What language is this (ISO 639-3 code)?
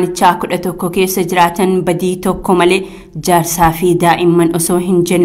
orm